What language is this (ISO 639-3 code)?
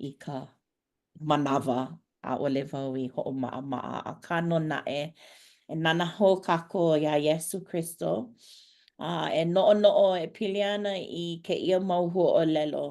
haw